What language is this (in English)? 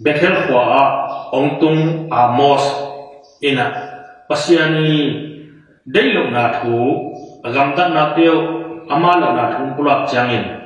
Tedim Chin